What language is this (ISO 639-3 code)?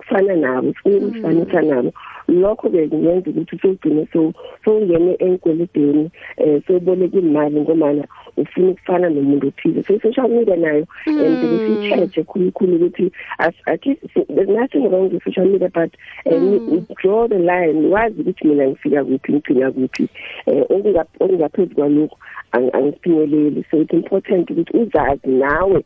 nbl